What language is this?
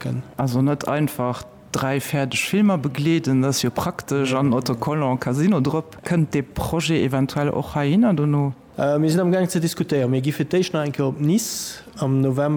Luxembourgish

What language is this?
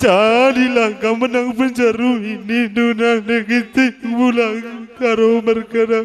Batak Karo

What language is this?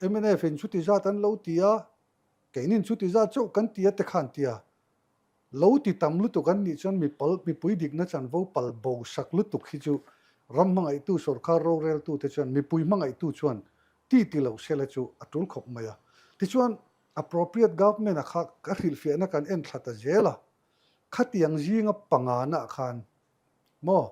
Mizo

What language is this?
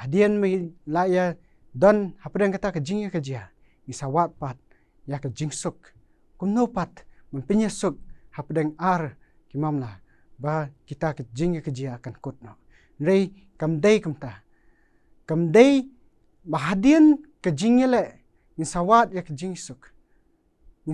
Khasi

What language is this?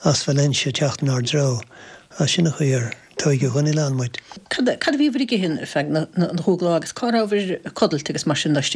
Irish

